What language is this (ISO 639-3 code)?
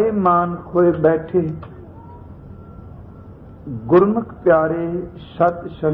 pan